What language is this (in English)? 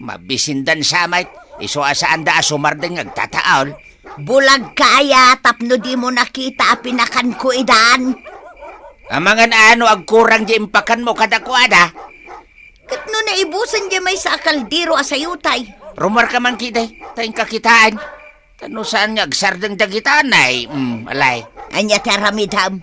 Iloko